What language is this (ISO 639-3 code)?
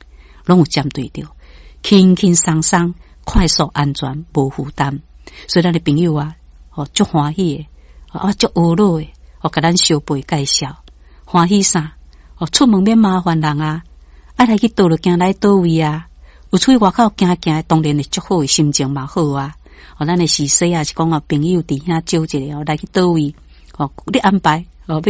nan